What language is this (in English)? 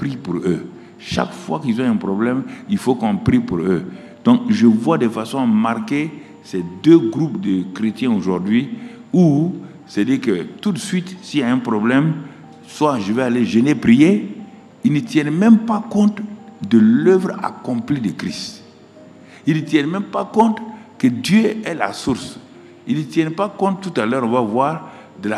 French